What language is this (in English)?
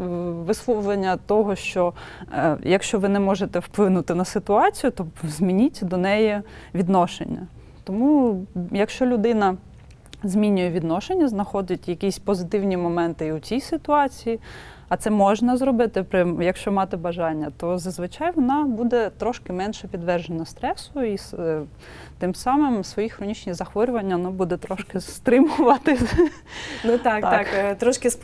Ukrainian